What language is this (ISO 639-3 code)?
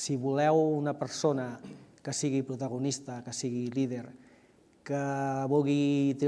cat